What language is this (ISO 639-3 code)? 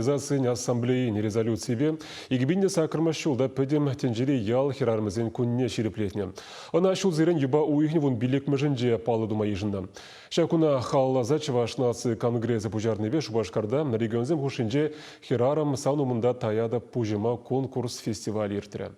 chv